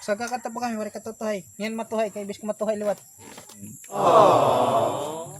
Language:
Waray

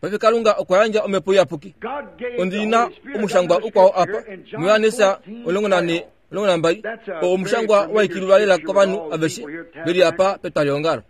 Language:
Kuanyama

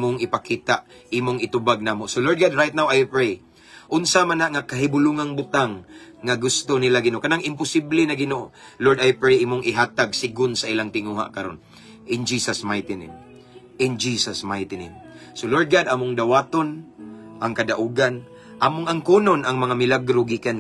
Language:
Cebuano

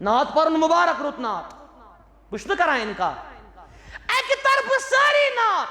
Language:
Kashmiri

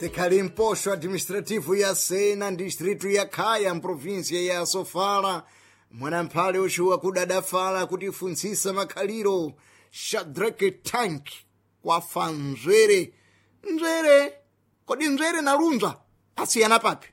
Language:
Sena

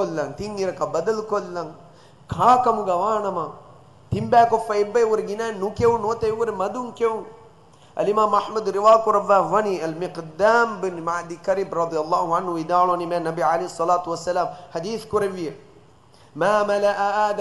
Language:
Divehi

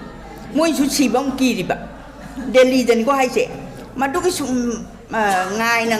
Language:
Manipuri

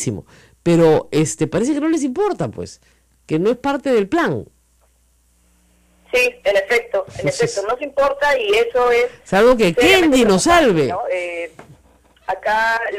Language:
Spanish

